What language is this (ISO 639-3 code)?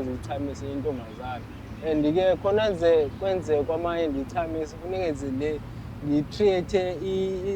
zul